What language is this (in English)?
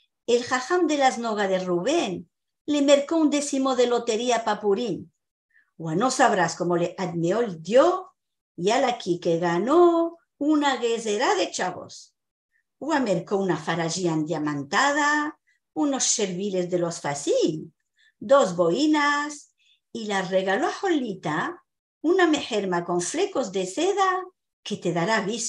Ladino